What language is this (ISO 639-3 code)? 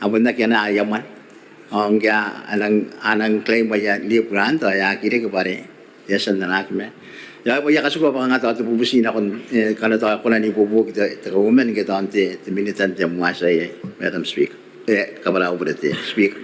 gil